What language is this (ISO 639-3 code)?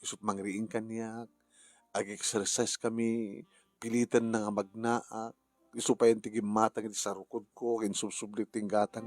ilo